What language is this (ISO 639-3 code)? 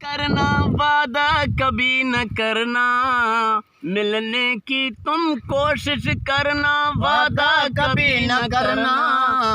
bgp